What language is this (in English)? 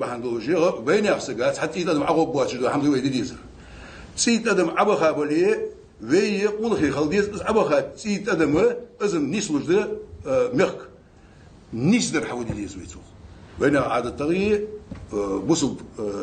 Ingush